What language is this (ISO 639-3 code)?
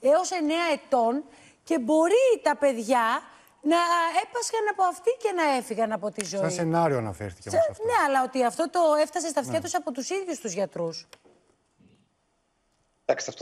ell